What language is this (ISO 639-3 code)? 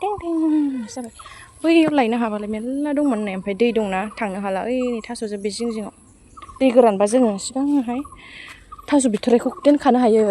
brx